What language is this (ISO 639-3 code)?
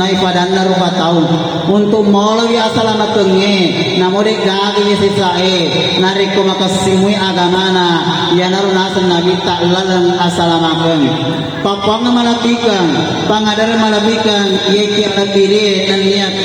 bug